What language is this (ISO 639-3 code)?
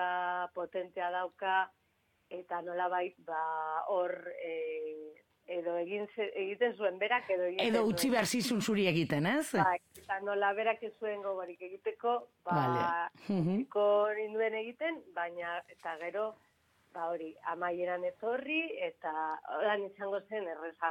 eus